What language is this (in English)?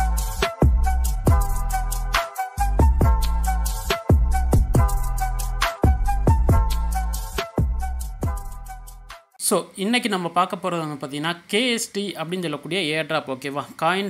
Tamil